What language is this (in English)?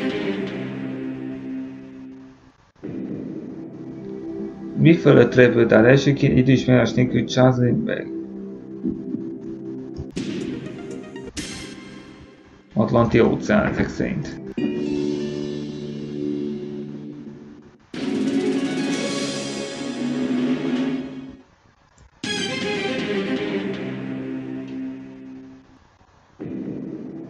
Hungarian